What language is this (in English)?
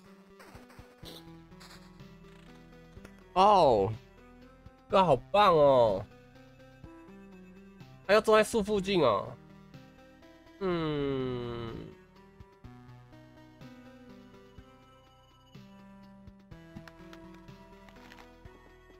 Chinese